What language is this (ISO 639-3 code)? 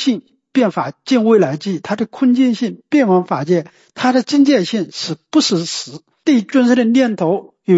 zho